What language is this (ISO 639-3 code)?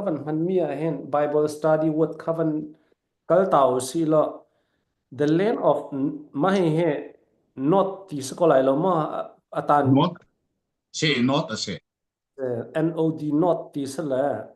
cfm